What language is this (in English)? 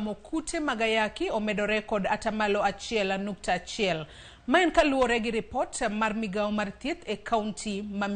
Luo (Kenya and Tanzania)